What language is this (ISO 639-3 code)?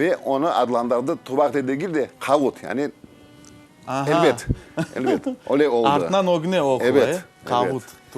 crh